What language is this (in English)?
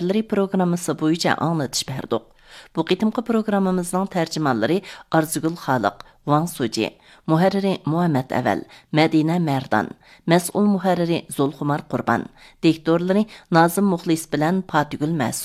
Uyghur